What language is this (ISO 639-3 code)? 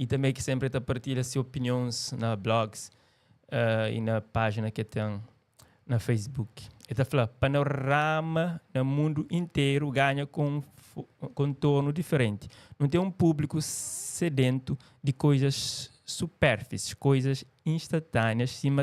kea